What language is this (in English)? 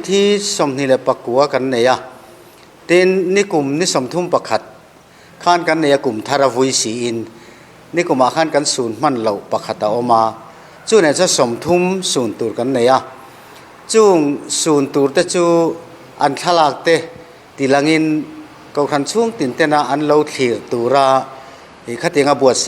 Mizo